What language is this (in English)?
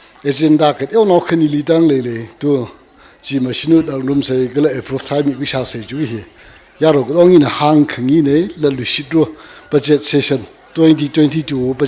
Tangkhul Naga (India)